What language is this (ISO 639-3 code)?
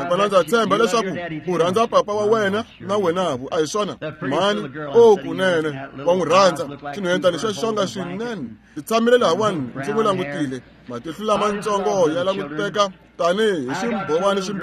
tso